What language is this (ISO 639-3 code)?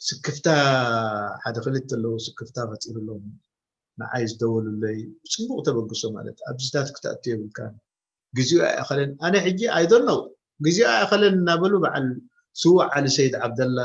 tir